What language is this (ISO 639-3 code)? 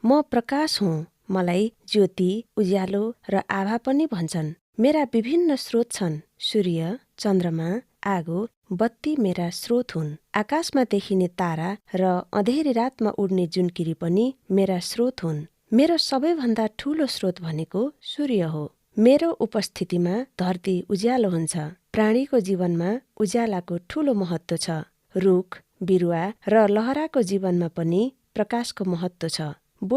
nep